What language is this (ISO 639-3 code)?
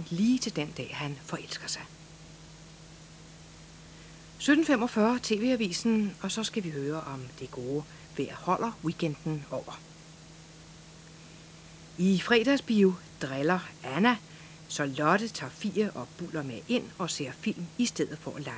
dan